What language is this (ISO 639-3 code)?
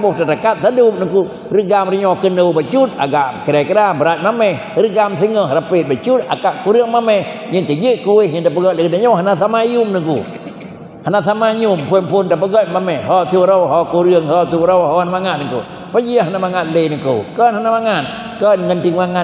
ace